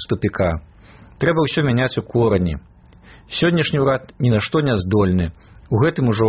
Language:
Belarusian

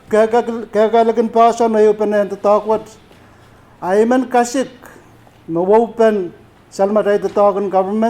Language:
Pohnpeian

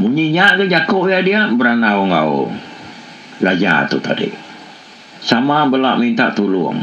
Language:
Iban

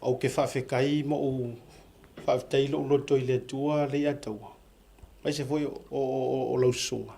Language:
Samoan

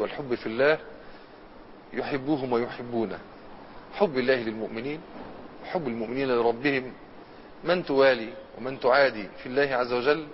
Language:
Arabic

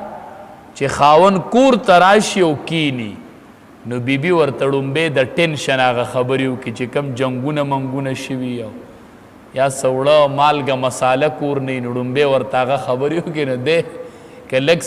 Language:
Pashto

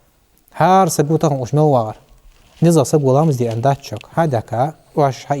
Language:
Ingush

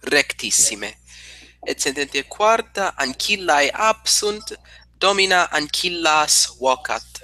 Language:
Latin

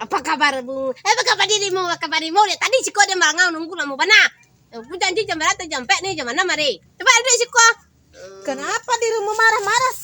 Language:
Minangkabau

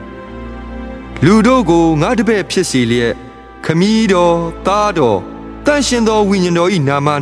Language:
Burmese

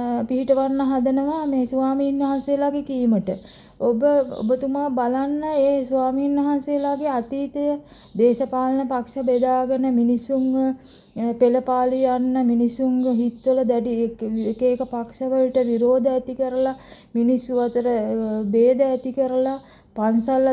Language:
Sinhala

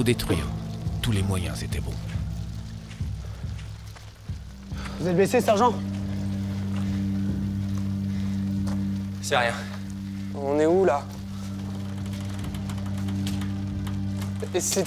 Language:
French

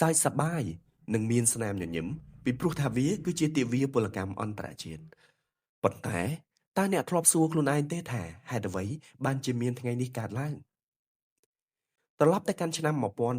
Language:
Khmer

